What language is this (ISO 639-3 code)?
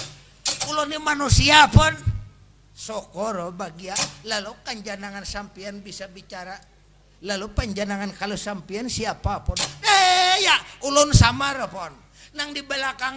bjn